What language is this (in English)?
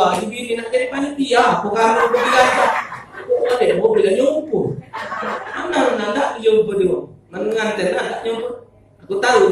Musi